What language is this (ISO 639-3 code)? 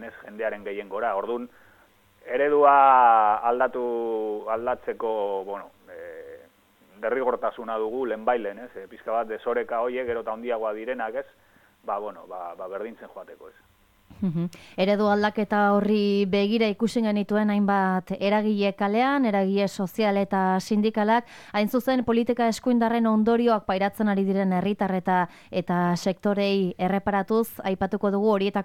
eus